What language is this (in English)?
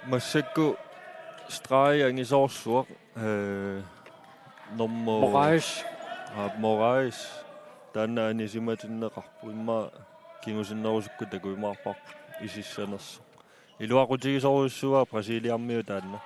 Kalaallisut